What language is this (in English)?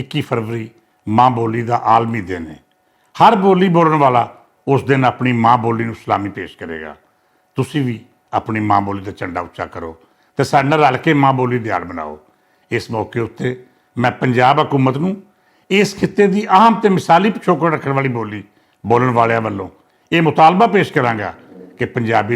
Western Panjabi